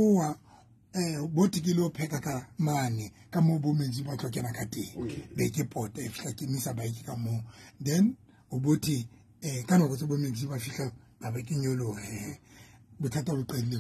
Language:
Southern Sotho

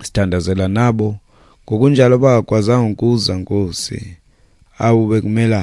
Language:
Xhosa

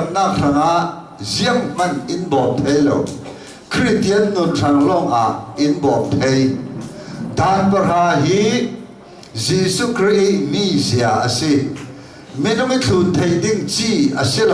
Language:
Hakha Chin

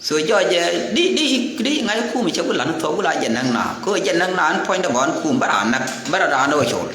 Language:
Nuer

